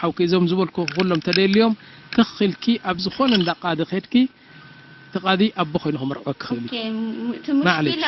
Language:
Tigrinya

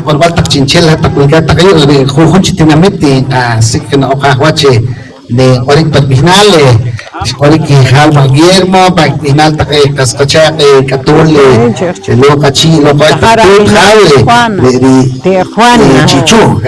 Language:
Poqomchi'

